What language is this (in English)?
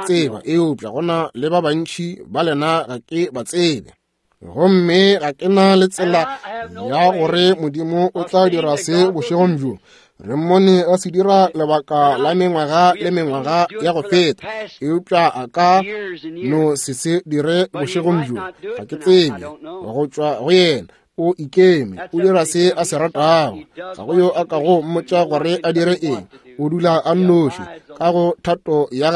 Northern Sotho